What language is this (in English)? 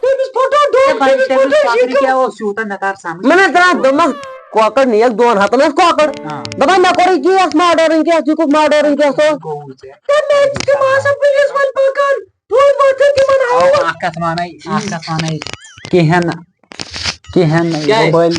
Kashmiri